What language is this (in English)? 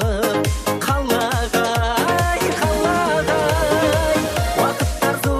Kara-Kalpak